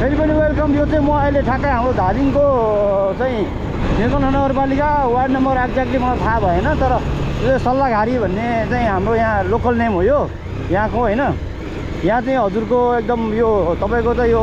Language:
Nepali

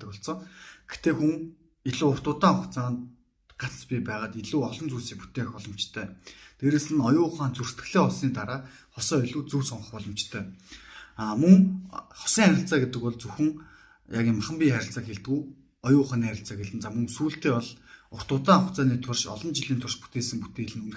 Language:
Mongolian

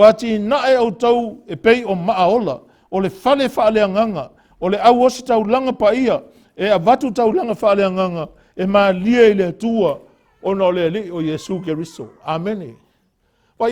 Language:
Samoan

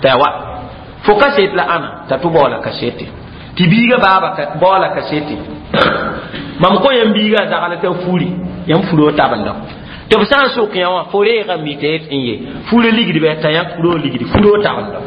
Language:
Mossi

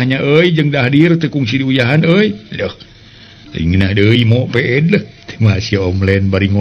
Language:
Sundanese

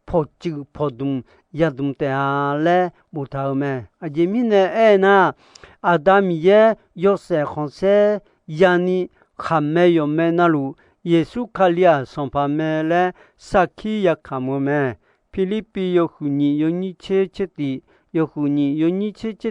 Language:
Akha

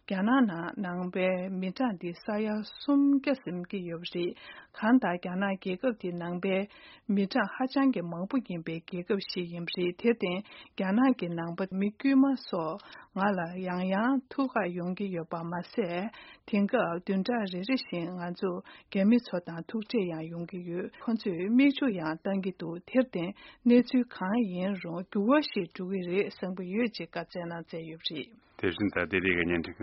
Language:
Tibetan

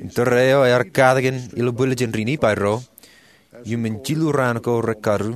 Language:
Marshallese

